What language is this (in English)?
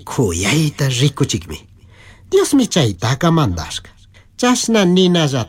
Chimborazo Highland Quichua